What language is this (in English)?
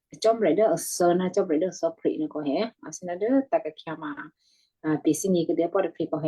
Western Kayah